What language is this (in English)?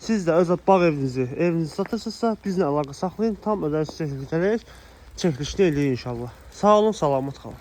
Azerbaijani